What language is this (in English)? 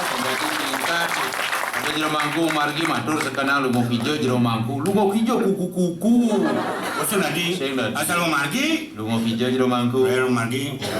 Balinese